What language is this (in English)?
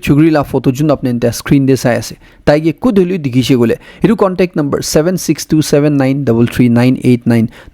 Naga Pidgin